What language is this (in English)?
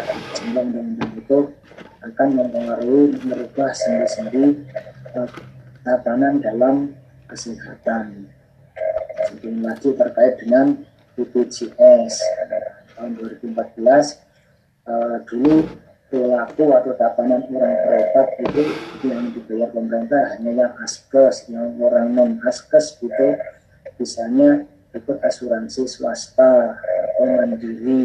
Indonesian